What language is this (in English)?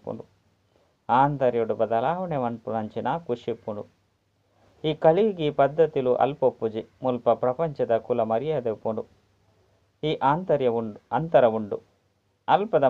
Tulu